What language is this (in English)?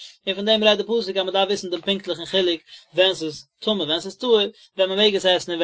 Yiddish